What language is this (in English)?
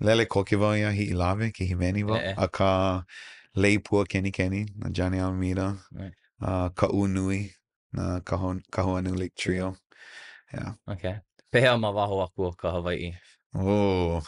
Hawaiian